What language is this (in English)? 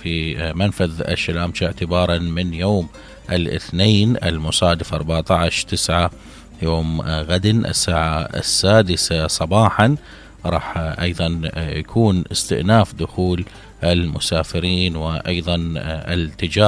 Mesopotamian Arabic